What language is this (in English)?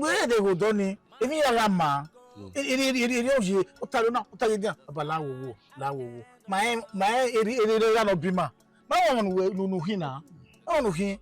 Bini